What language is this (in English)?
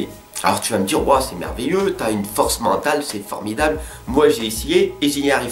French